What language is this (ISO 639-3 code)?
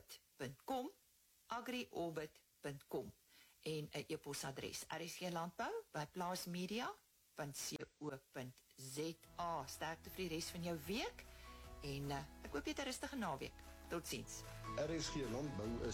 afr